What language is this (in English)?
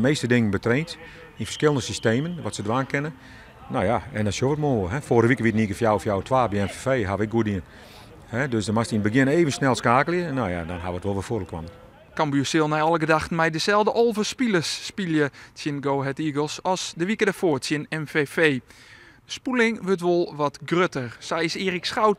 Western Frisian